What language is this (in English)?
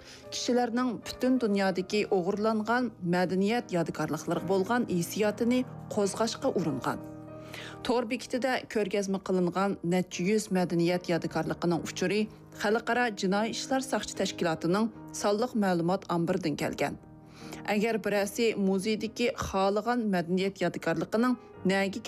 Uyghur